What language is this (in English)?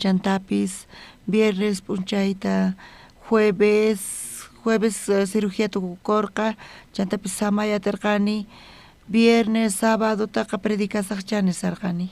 South Bolivian Quechua